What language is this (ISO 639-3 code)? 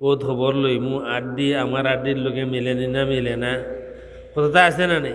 syl